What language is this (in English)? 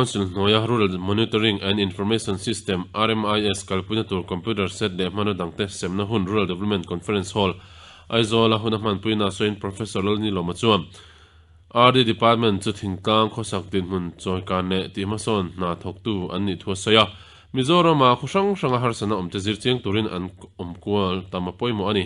Mizo